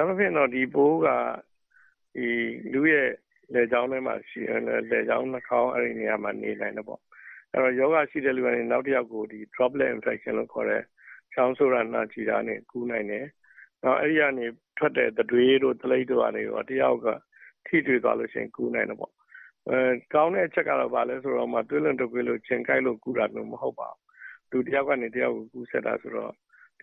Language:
Burmese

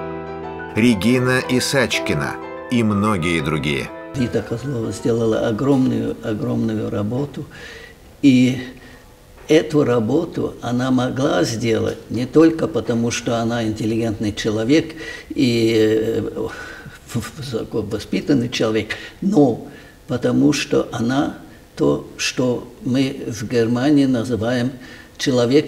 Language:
Russian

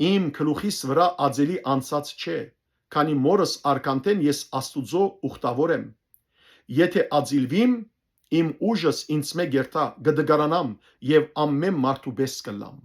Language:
Western Armenian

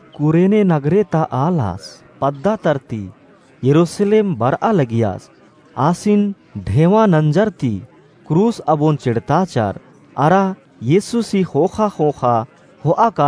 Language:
Kurukh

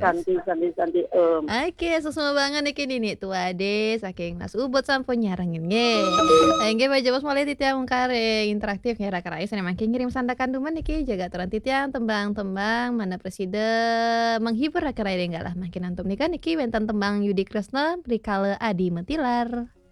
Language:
Balinese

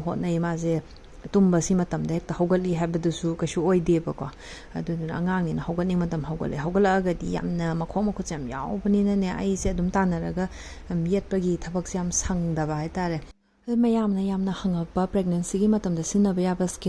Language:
Manipuri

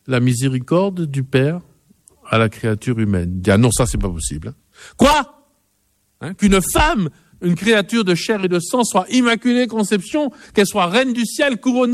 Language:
French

